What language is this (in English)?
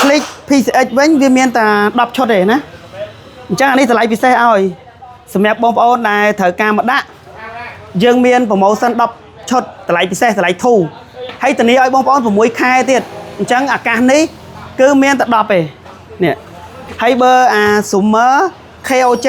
Khmer